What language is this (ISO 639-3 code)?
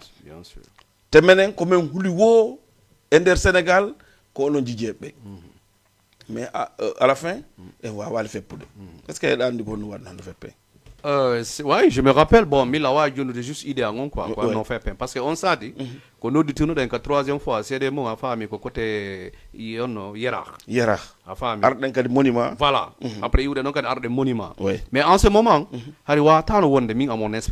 ful